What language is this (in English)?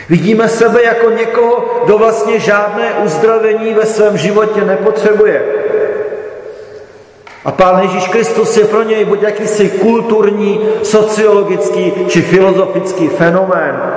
Czech